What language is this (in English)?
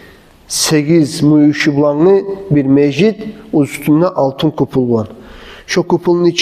Kumyk